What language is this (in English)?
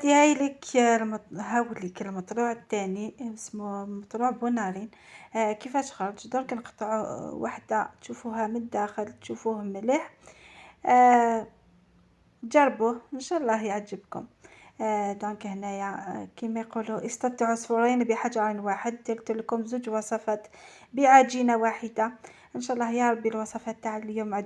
Algerian Arabic